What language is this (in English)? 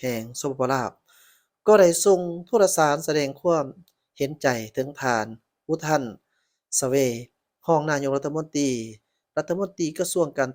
Lao